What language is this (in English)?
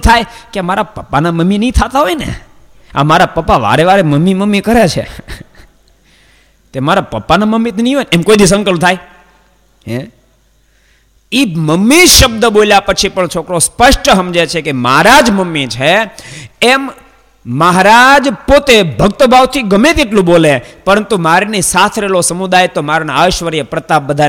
Gujarati